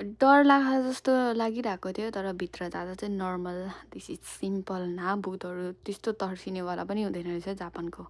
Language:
Nepali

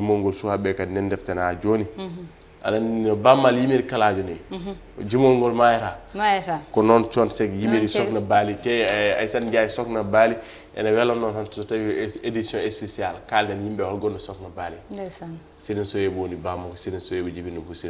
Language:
Fula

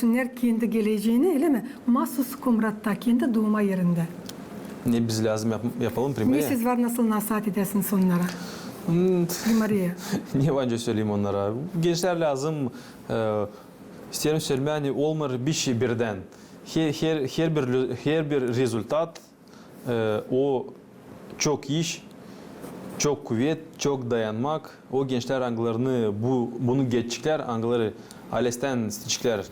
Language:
Gagauz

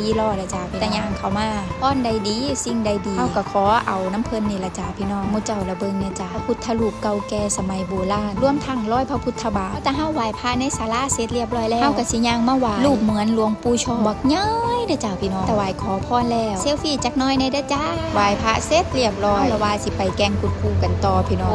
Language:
Northeastern Thai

